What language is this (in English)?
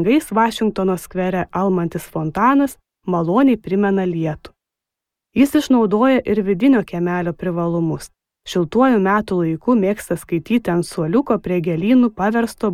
Lithuanian